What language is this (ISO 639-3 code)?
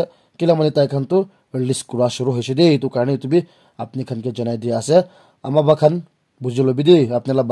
nag